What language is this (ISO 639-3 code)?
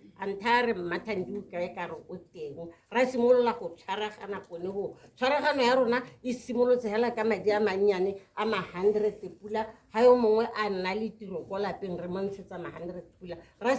tsn